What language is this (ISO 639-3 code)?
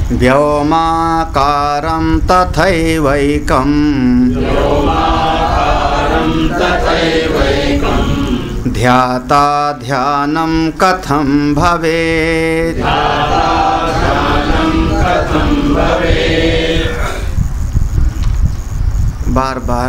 hin